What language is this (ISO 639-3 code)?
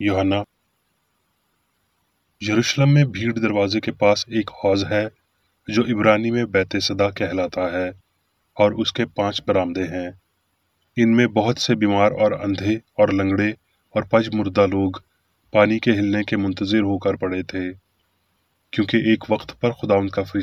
urd